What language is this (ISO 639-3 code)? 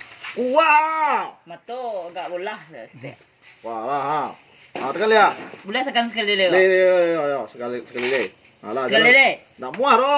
min